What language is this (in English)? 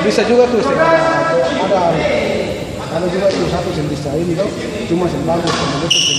Ambonese Malay